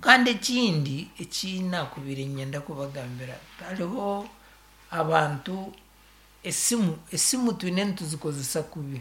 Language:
Nyankole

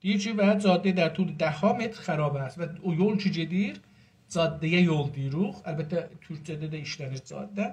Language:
South Azerbaijani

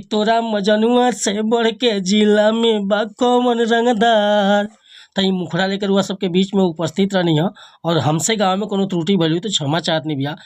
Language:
Bhojpuri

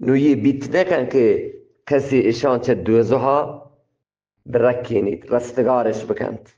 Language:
Eastern Balochi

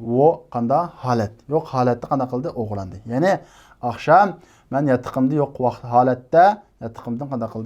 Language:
Uyghur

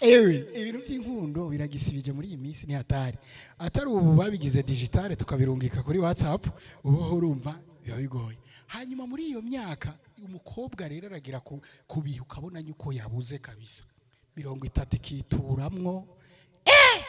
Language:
Rundi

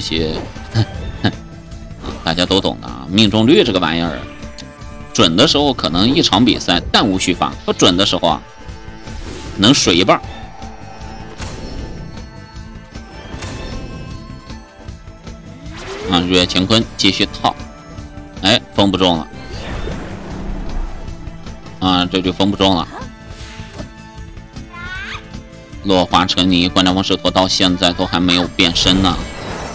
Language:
Chinese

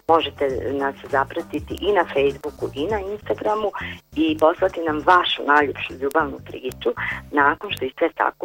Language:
Bosnian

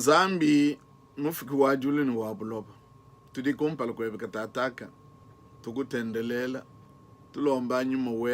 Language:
Luba-Lulua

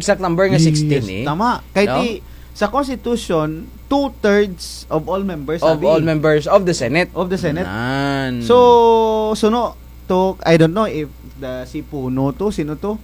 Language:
Kinaray-a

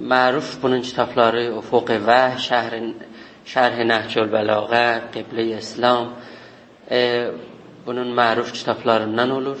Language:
South Azerbaijani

